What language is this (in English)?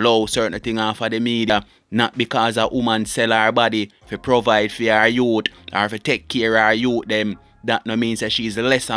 Jamaican Creole English